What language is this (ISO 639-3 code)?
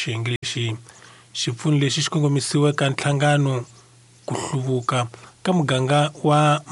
tso